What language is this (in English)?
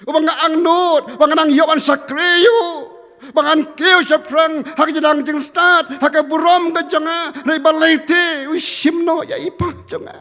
Khasi